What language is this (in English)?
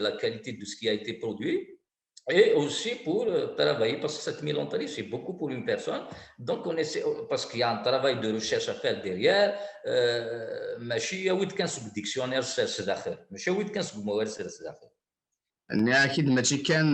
Kabyle